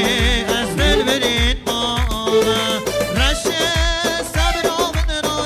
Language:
Kurdish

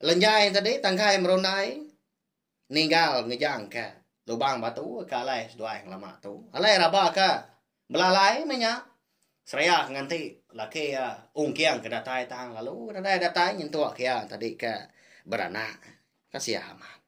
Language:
Iban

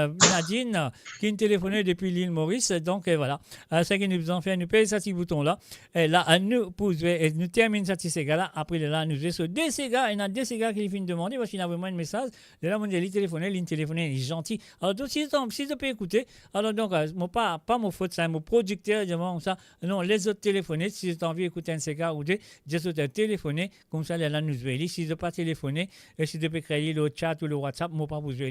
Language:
Morisyen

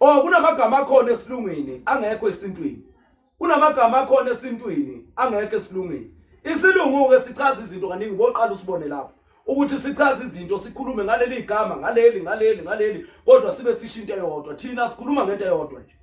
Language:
Zulu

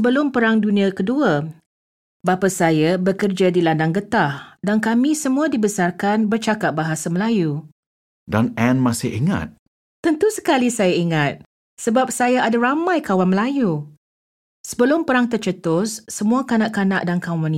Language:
Malay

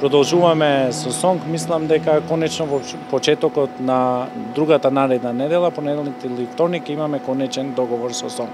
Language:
Macedonian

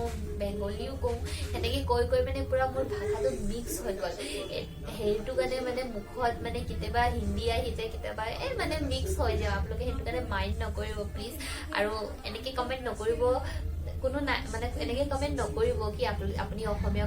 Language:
Assamese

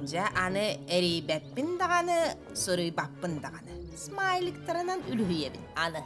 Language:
Yakut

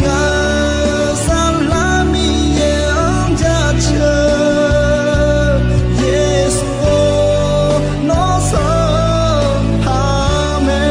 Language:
Akha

